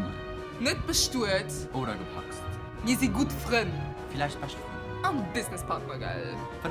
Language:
Luxembourgish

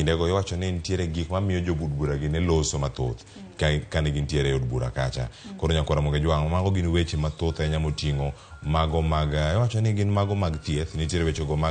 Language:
Luo (Kenya and Tanzania)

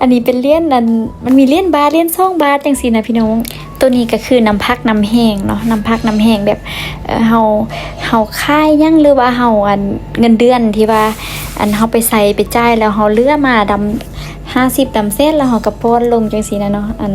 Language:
Lao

